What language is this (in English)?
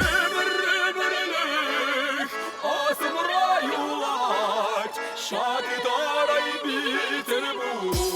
Chuvash